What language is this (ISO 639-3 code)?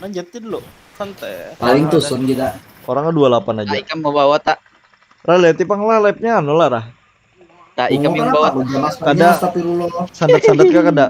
bjn